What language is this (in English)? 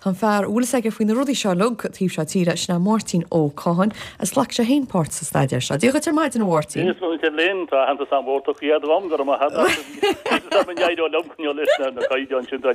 Irish